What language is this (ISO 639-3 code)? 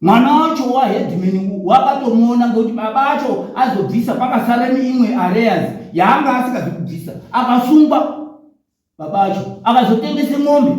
sna